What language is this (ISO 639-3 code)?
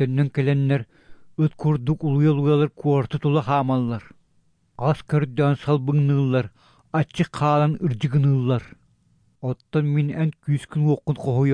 sah